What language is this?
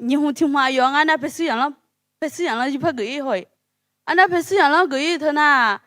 Akha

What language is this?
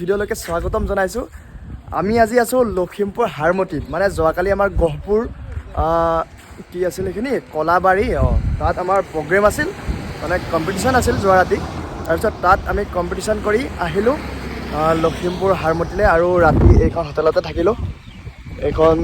Assamese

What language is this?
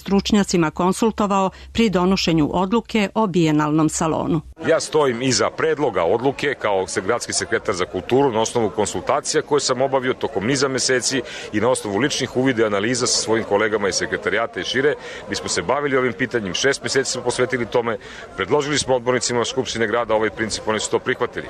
Serbian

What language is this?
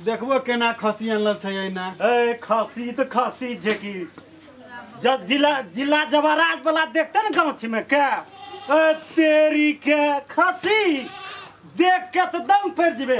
Maithili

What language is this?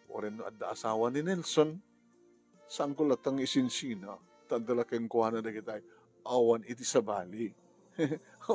Iloko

